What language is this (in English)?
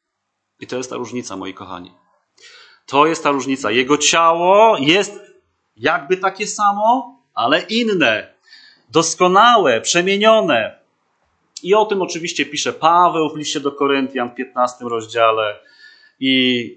Polish